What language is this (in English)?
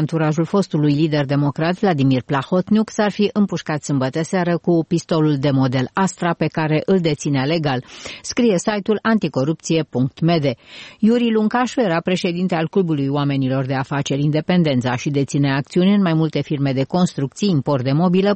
Romanian